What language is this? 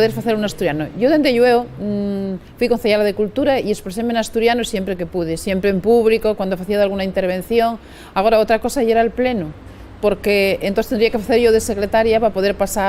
Asturian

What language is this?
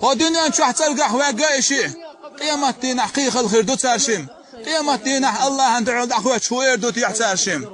Chechen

